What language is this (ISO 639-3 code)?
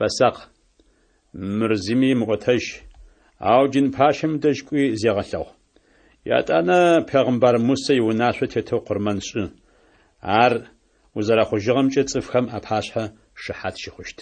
ady